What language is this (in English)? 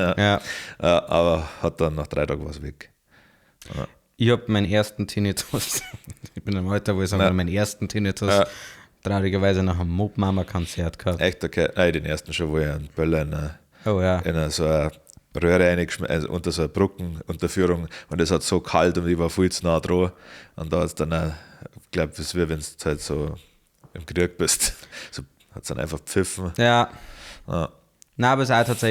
Bavarian